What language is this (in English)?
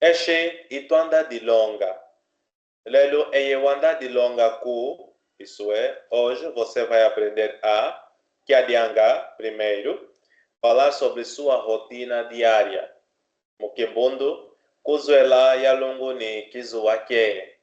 Kimbundu